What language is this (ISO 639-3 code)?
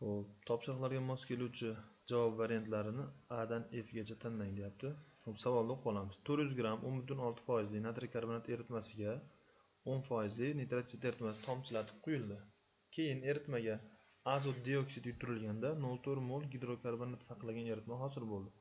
uzb